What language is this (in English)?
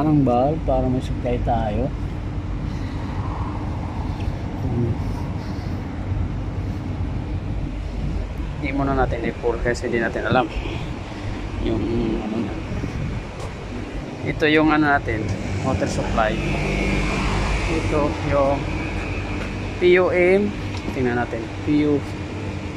Filipino